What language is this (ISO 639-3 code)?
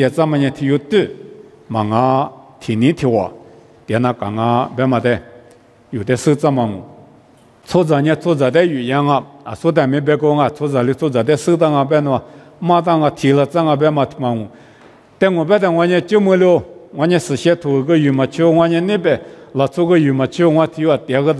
lis